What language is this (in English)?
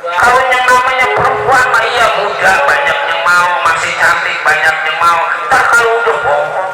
Betawi